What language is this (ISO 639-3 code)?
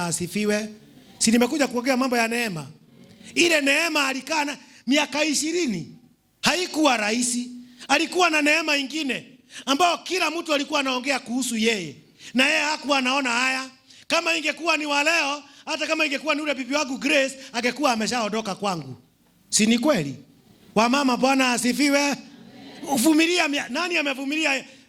swa